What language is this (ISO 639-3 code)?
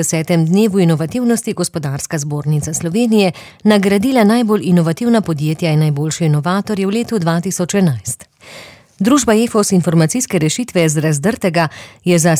slv